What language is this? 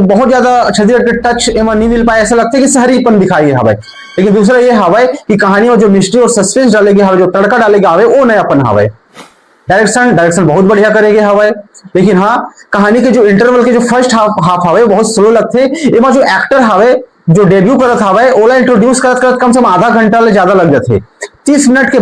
Chhattisgarhi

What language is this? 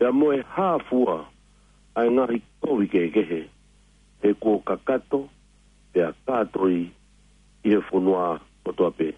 Tongan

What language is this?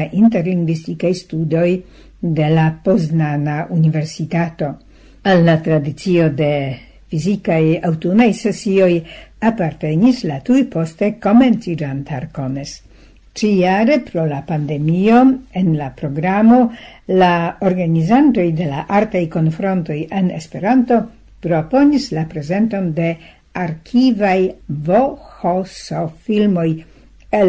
Esperanto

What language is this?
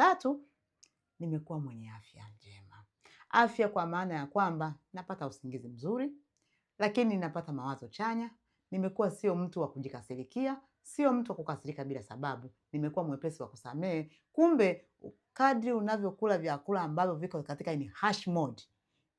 Swahili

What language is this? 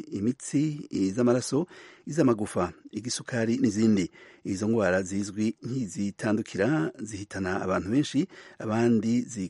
Kinyarwanda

